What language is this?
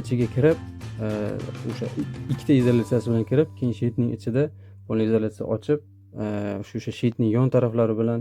Uzbek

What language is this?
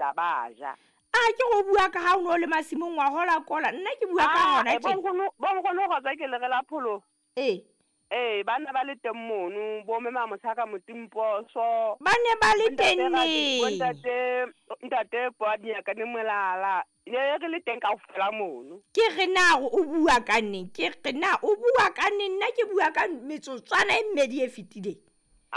Southern Sotho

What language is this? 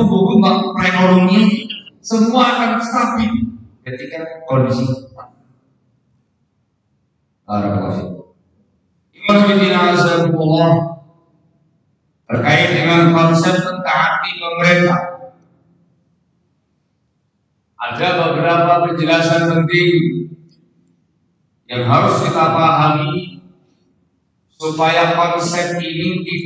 Indonesian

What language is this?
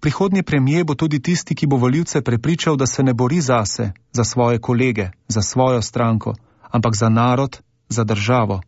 Slovenian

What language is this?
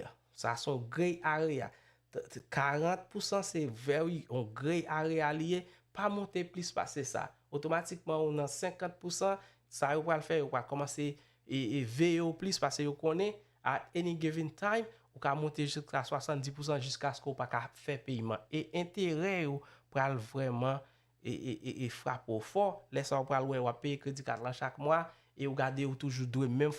Haitian Creole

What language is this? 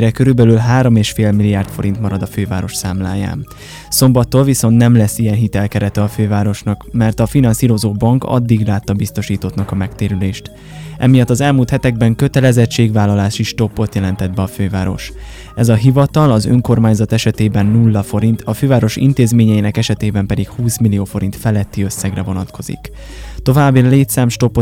Hungarian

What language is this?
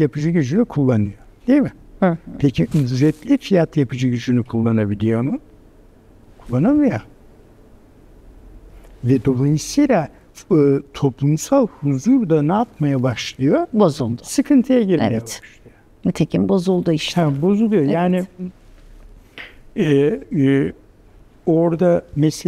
Turkish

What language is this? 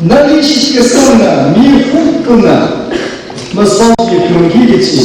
Tangkhul Naga (India)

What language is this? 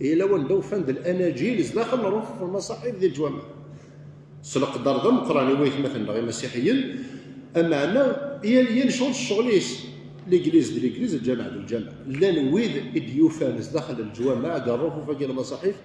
Kabyle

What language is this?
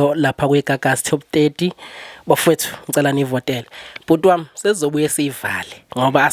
Zulu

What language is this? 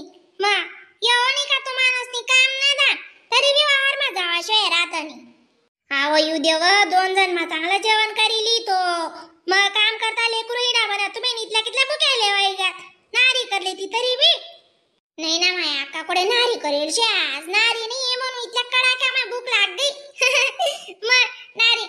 Khandesi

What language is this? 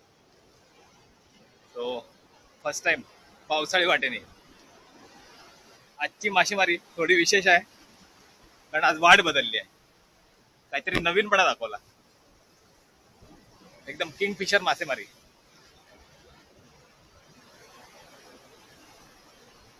Marathi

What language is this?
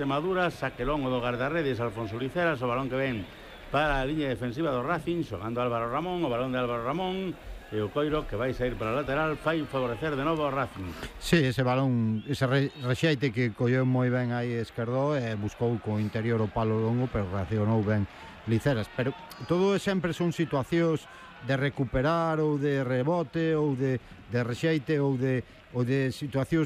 Galician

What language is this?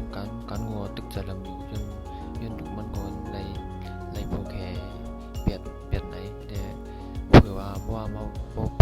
Shan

